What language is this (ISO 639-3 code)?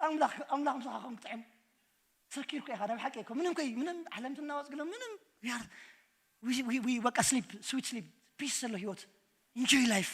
tir